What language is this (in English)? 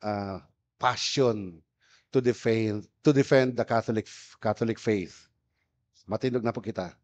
Bikol